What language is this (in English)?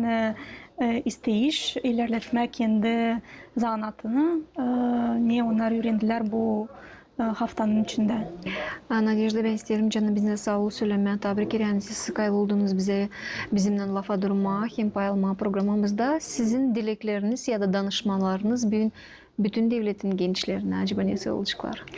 Gagauz